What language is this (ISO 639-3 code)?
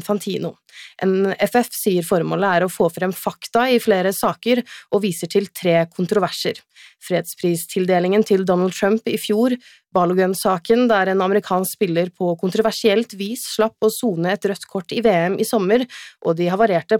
nor